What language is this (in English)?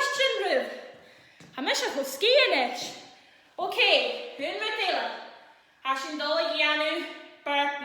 Scottish Gaelic